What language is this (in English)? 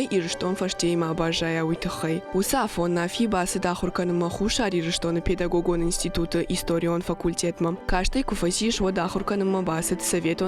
Ossetic